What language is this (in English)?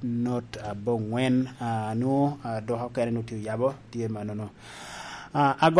Lango (Uganda)